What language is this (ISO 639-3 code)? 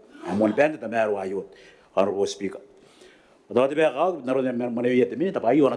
gil